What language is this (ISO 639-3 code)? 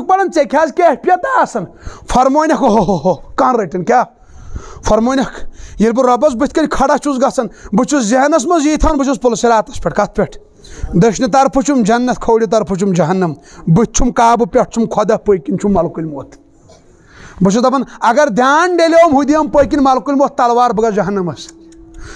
kas